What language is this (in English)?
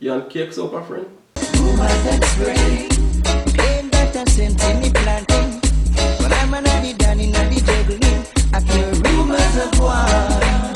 Jamaican Creole English